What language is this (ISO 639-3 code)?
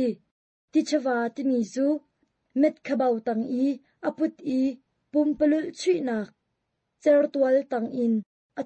cnh